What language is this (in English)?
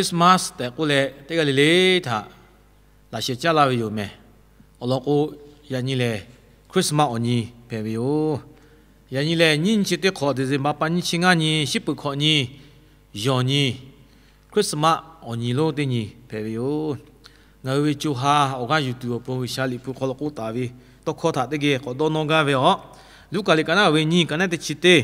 Lahu